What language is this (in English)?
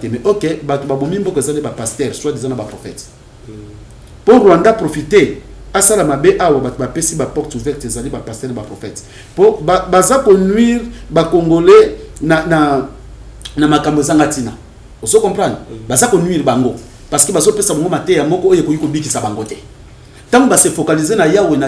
Lingala